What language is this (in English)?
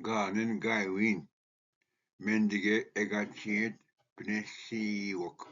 Ojibwa